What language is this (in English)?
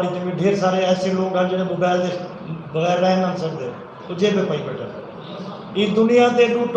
Saraiki